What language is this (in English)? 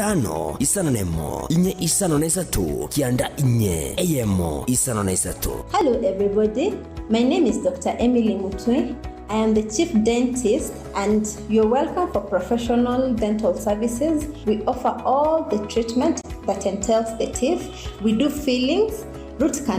Gusii